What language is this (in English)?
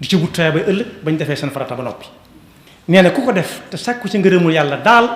Wolof